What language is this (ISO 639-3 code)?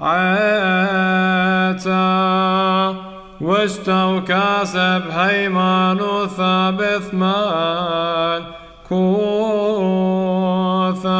syc